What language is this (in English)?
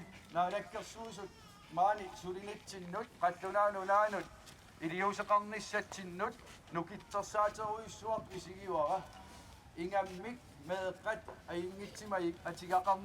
Kalaallisut